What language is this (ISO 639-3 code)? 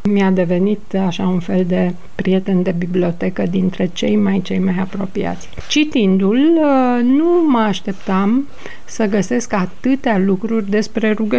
ron